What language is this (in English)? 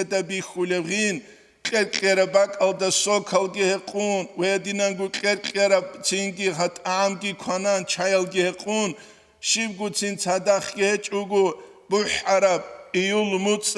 Avaric